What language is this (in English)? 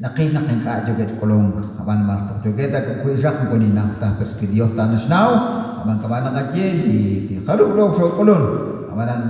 Kekchí